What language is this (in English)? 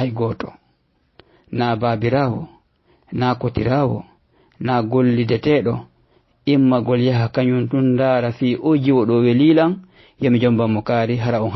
Fula